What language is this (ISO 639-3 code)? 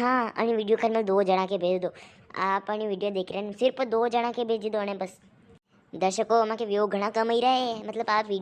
raj